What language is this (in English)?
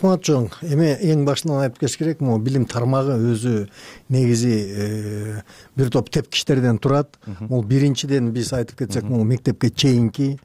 Kyrgyz